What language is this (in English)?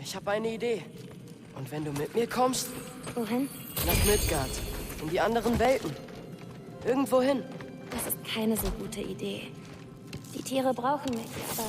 Bavarian